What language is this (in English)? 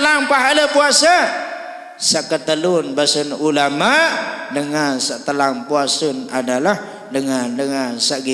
Sasak